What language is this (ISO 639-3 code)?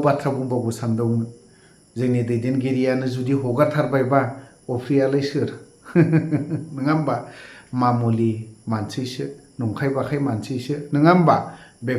brx